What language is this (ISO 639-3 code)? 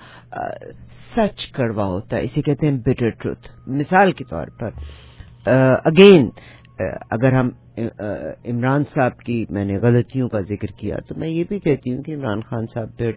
urd